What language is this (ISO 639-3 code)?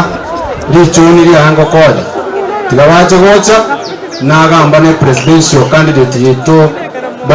guz